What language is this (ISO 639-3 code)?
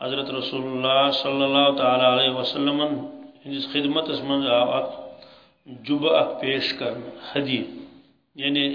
kas